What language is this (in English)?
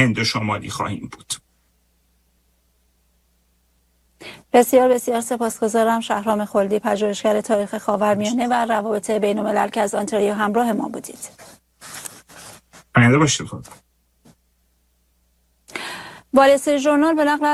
Persian